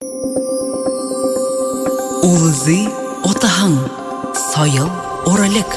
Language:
Buriat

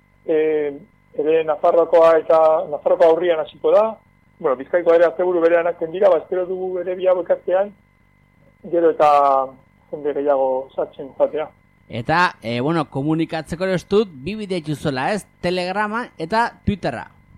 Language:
Basque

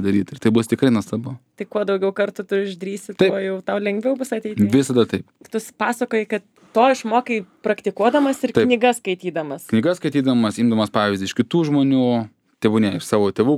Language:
Lithuanian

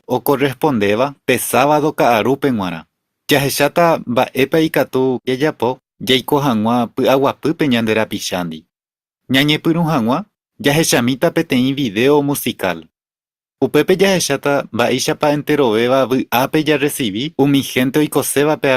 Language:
Guarani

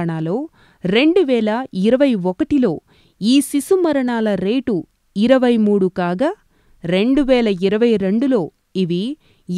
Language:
Telugu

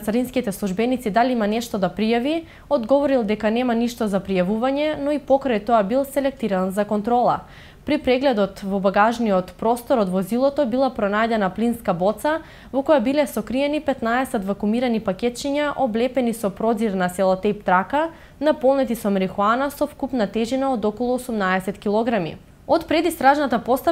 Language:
Macedonian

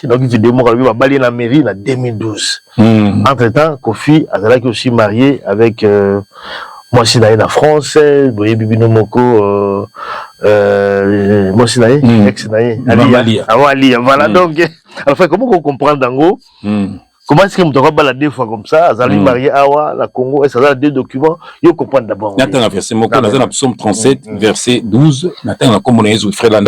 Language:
Lingala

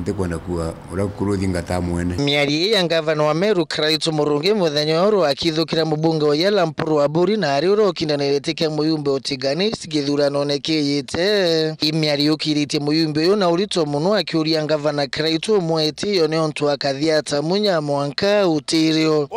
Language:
Meru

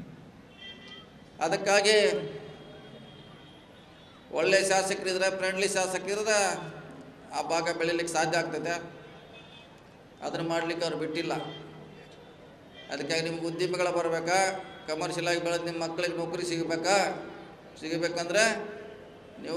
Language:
Kannada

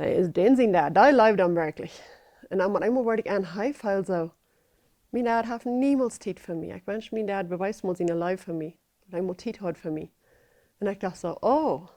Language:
Plautdietsch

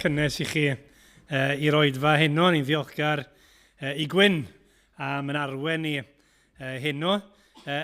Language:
Welsh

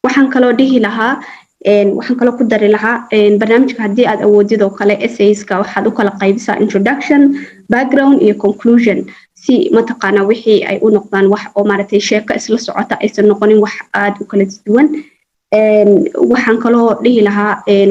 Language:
Somali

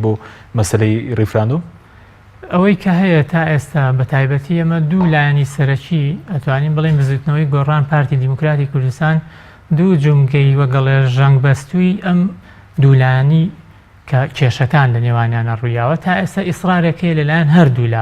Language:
Central Kurdish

